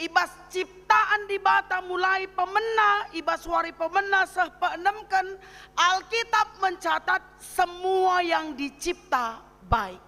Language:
Batak Karo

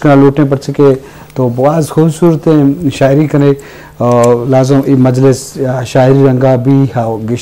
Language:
Eastern Balochi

